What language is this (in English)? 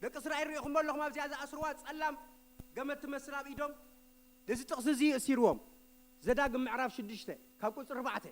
Tigrinya